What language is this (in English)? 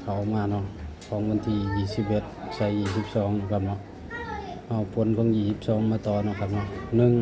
Northeastern Thai